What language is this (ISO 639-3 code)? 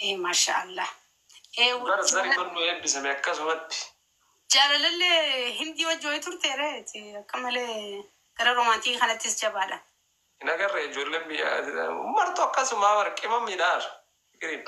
orm